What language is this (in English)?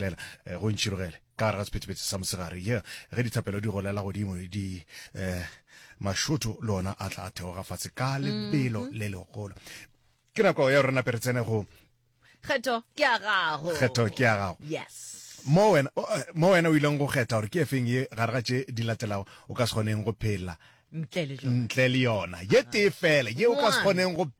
Northern Sotho